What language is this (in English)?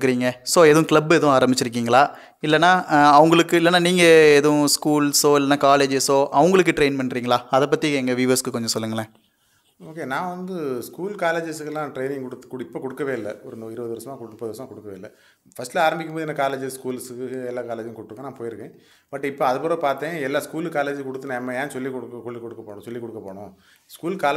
Tamil